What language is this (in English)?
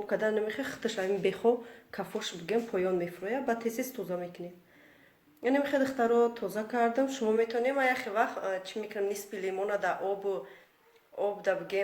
Tajik